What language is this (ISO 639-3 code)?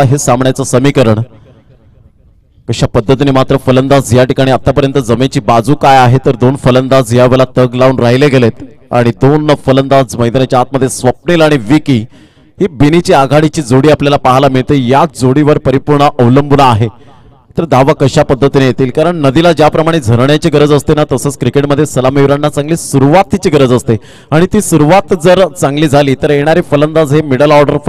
mar